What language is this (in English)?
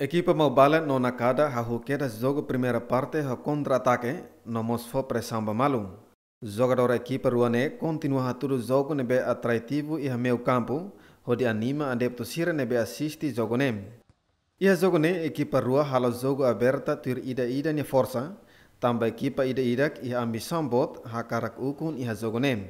Tetum